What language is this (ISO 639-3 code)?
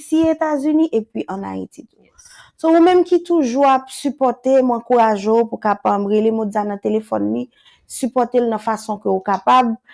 hat